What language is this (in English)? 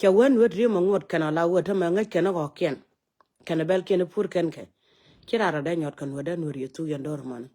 Nuer